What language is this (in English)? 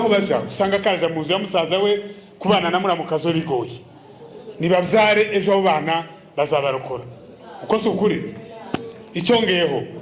Rundi